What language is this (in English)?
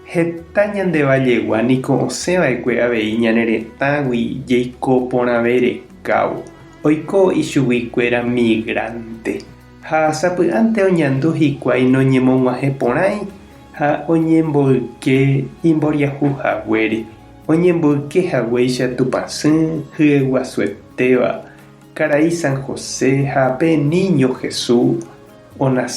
Guarani